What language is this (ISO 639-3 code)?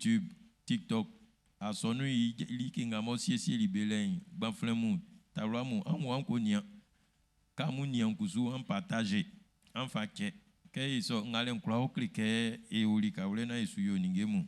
bci